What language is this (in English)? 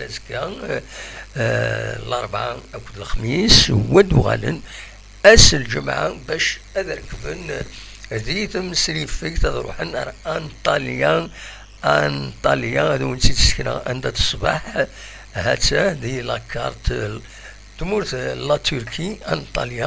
Kabyle